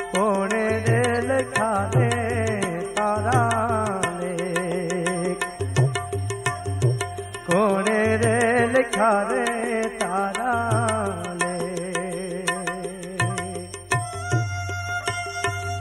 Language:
Gujarati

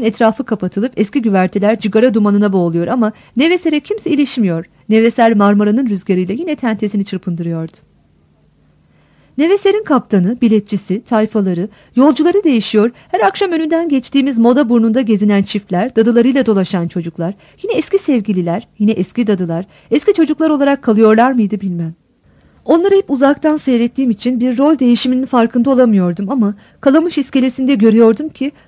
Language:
Turkish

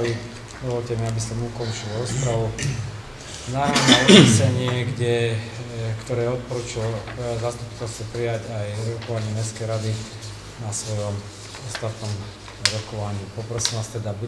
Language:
Slovak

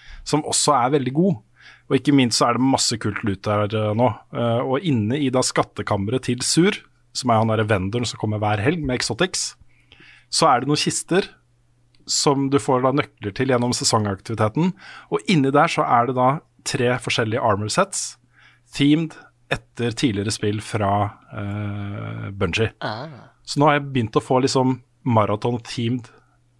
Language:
Norwegian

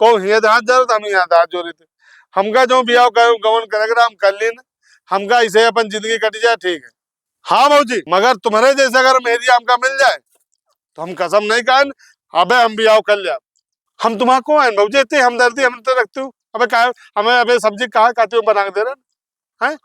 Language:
Awadhi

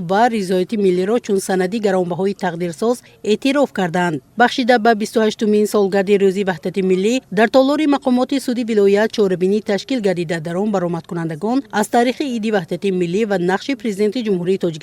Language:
Tajik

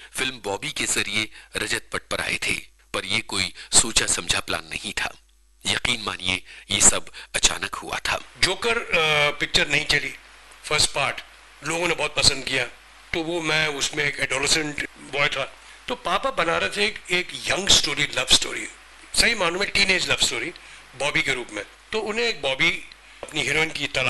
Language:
Hindi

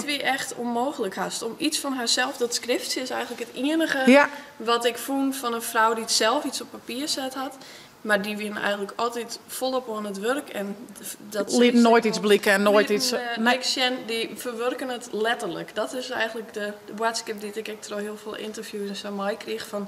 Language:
Western Frisian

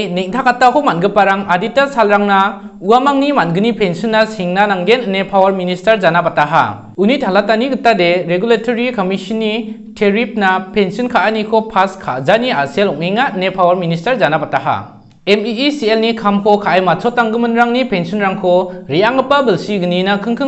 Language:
Garo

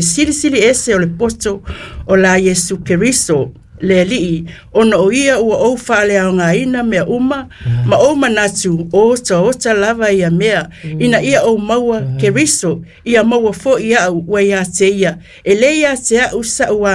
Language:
Samoan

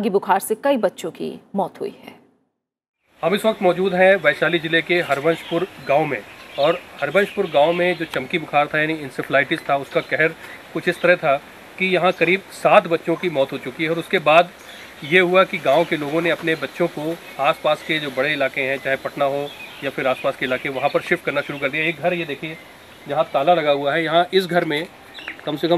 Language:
Hindi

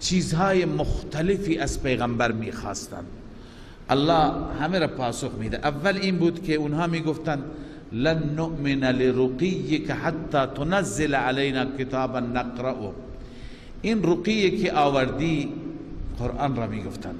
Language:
Persian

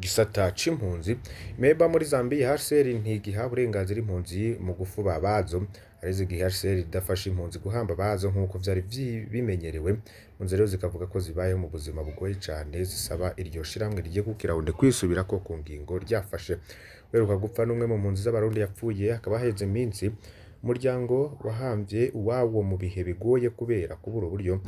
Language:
Rundi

